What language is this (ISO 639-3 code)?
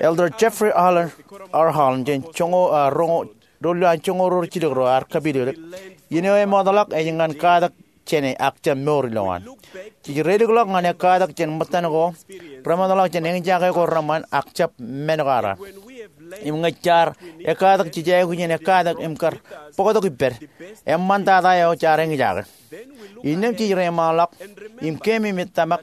mah